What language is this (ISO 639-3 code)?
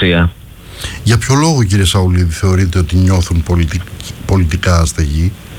ell